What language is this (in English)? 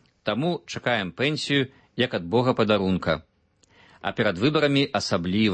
Belarusian